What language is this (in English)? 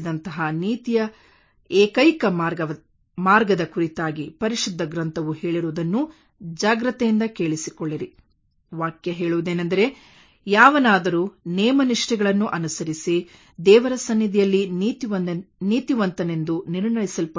Kannada